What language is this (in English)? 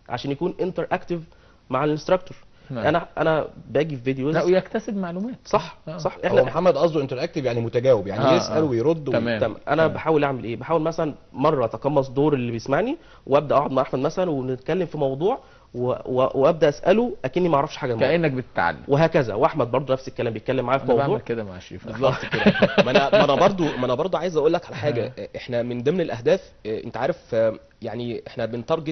Egyptian Arabic